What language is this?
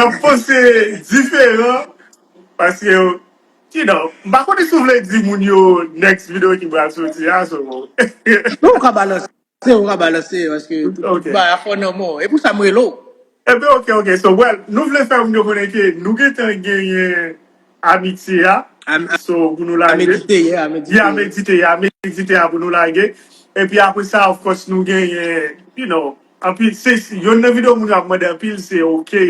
Haitian Creole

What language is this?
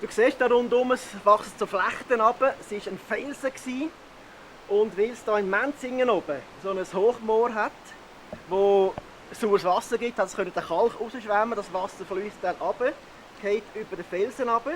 Swiss German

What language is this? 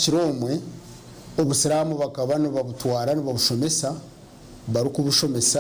Nyankole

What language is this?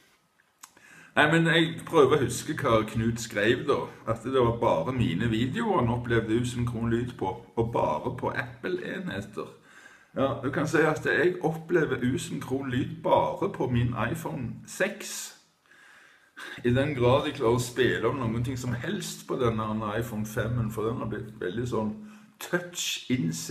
Norwegian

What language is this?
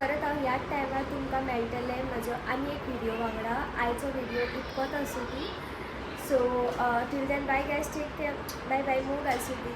Konkani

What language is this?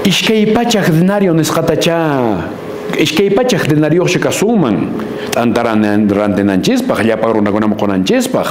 Quechua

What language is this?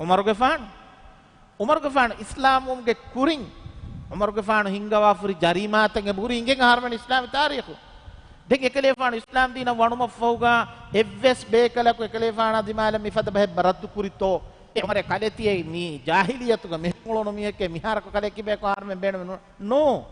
Divehi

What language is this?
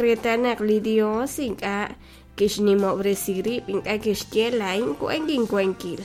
Kekchí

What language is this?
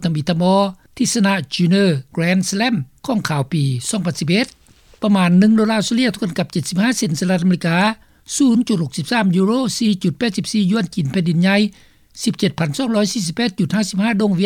Lao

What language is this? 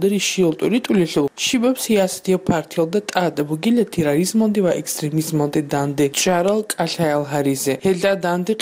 Avaric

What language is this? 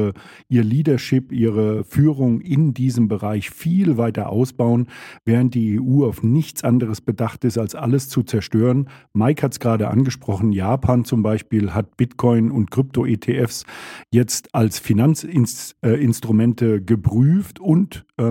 German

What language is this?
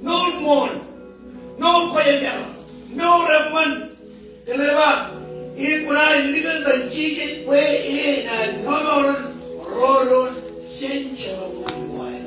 Marshallese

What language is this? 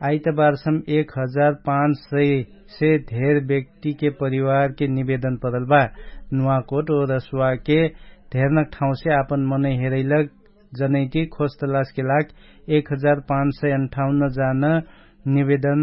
Dangaura Tharu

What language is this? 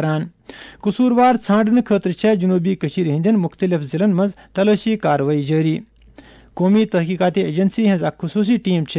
Kashmiri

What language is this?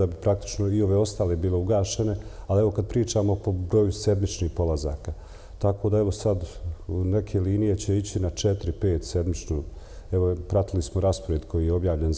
Bosnian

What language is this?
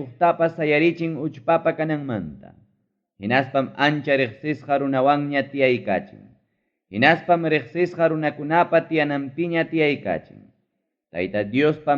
Ayacucho Quechua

